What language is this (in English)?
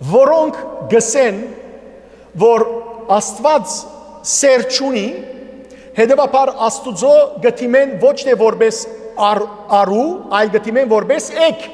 Western Armenian